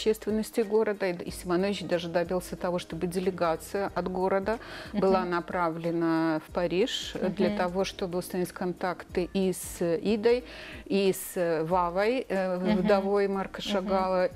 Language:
Russian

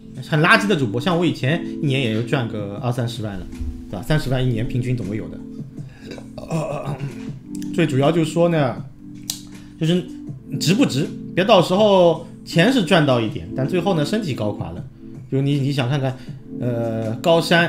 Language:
Chinese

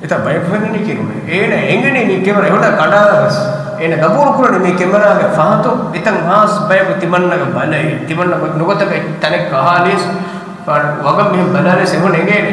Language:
Divehi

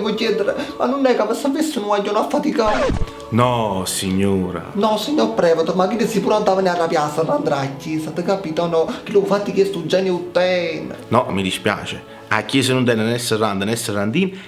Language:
Neapolitan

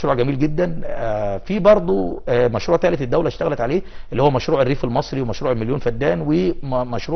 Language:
Egyptian Arabic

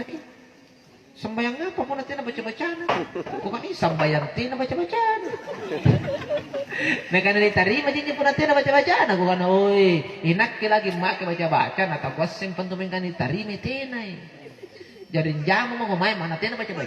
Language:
Makasar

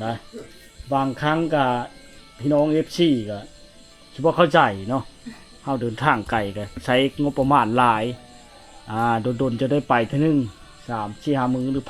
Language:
Lao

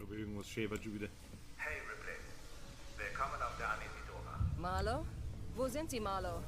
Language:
Bavarian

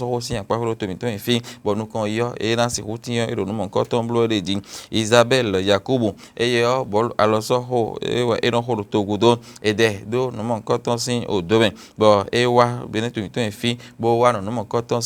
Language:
Fon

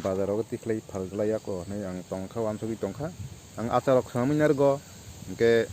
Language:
Kok Borok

